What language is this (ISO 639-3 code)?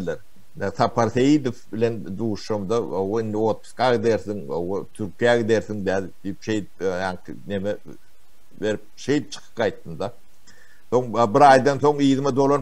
tuk